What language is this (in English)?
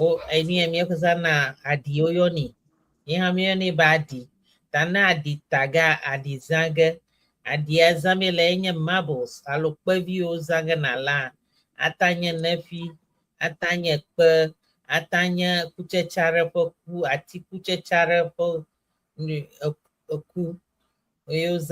Ewe